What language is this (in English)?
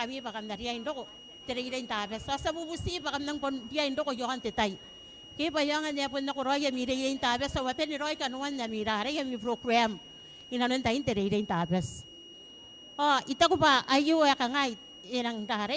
Gilbertese